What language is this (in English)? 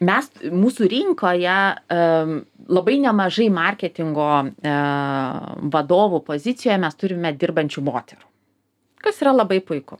Lithuanian